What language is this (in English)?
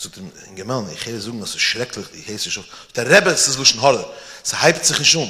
Yiddish